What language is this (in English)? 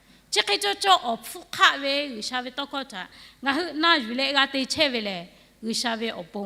Lahu